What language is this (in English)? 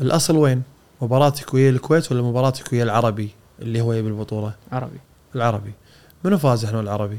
Gulf Arabic